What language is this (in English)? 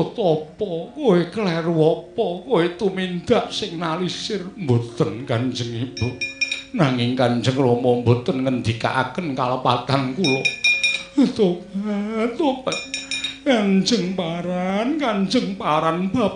Javanese